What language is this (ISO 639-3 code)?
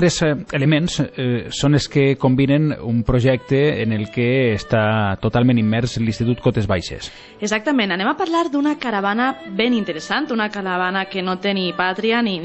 cat